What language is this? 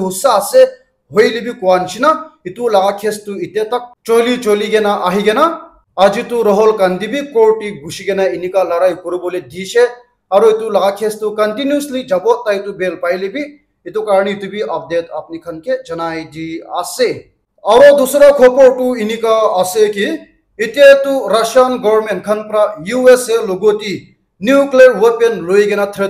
Naga Pidgin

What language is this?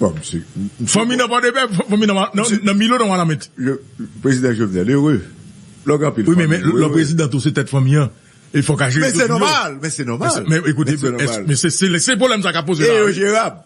Haitian Creole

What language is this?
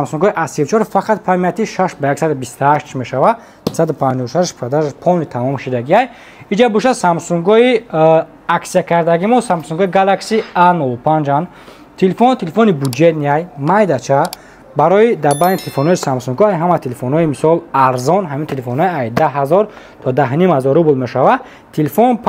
Tajik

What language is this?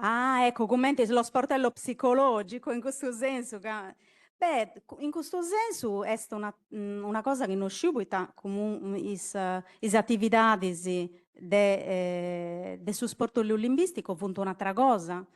Sardinian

